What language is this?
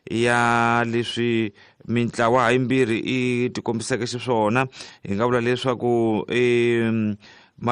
Tsonga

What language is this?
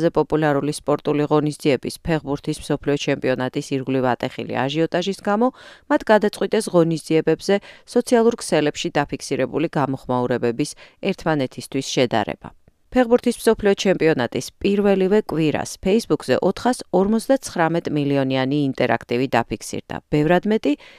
Georgian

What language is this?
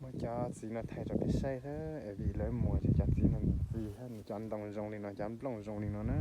Hmong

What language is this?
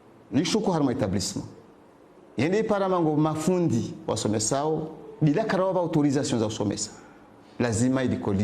Ngazidja Comorian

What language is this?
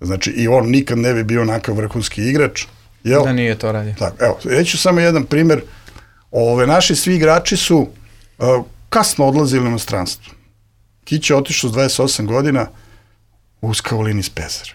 Serbian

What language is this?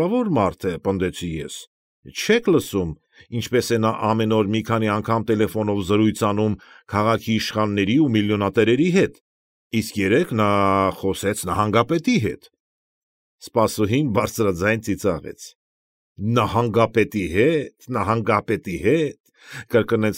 Armenian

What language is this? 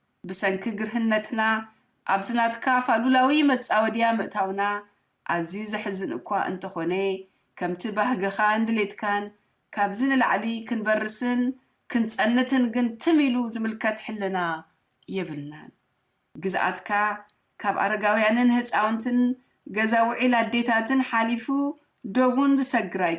Tigrinya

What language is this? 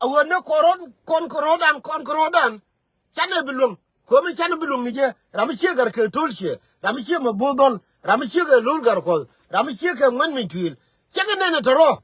Nuer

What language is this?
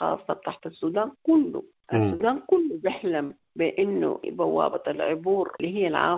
Sudanese Arabic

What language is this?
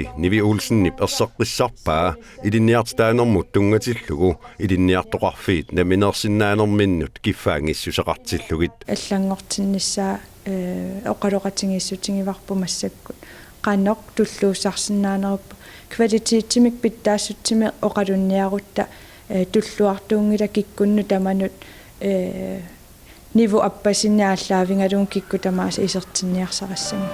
Kalaallisut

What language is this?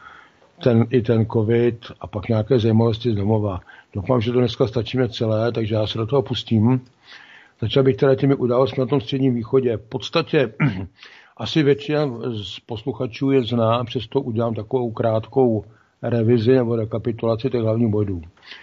Czech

